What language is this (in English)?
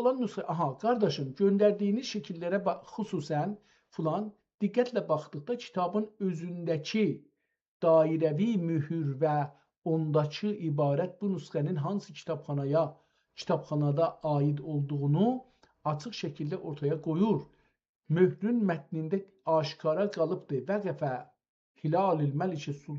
South Azerbaijani